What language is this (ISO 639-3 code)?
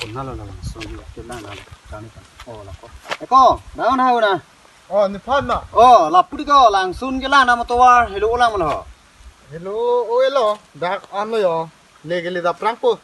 mjw